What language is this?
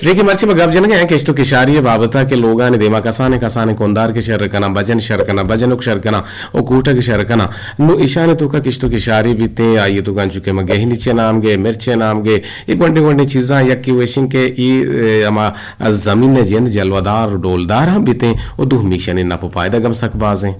Eastern Balochi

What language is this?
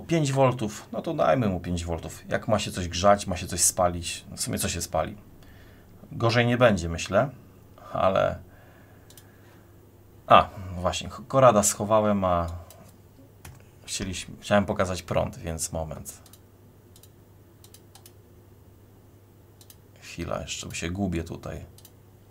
Polish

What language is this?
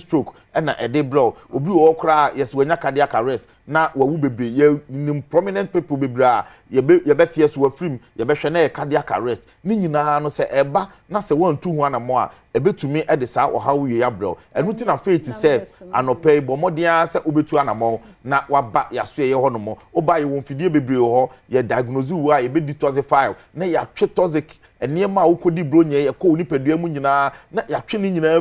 Akan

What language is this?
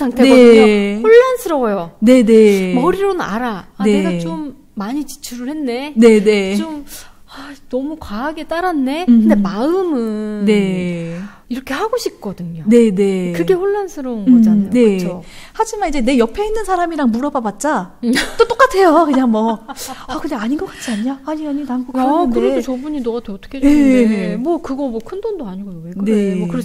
Korean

